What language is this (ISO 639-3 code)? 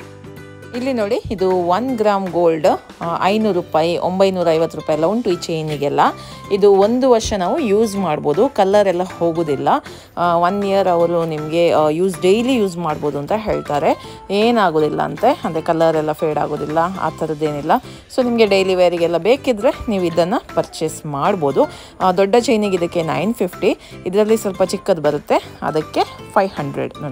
kan